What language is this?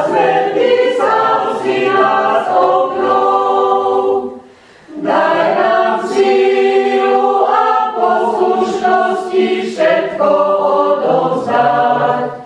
Slovak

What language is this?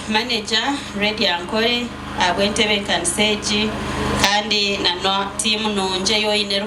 Nyankole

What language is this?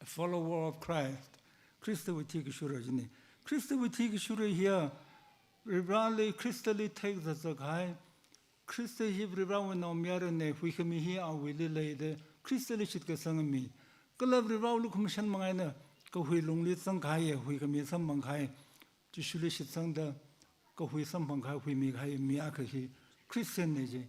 Tangkhul Naga (India)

